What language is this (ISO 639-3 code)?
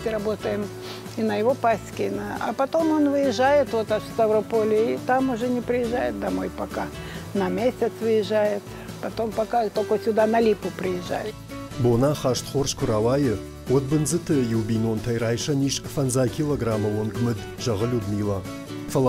oss